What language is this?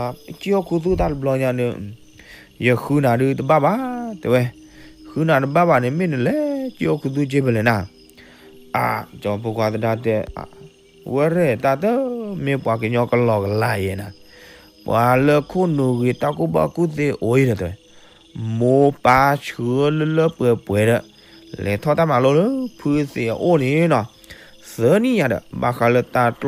S'gaw Karen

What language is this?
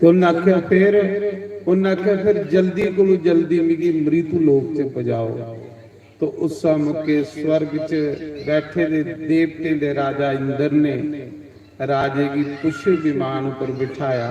Dogri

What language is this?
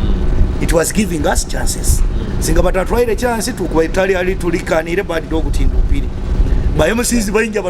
Nyoro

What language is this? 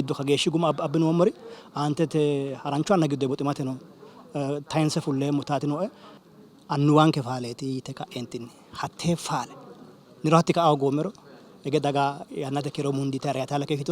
Sidamo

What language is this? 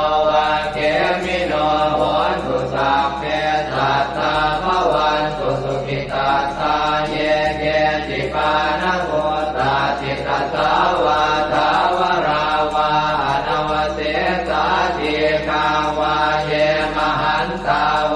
Pali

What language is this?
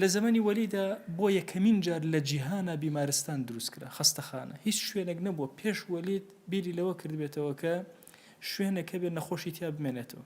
Central Kurdish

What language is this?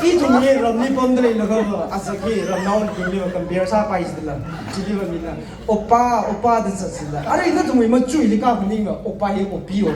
Tangkhul Naga (India)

